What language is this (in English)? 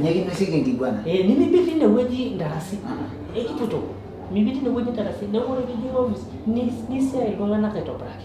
Masai